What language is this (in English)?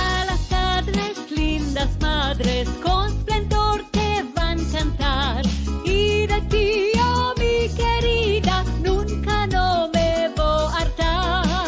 Ladino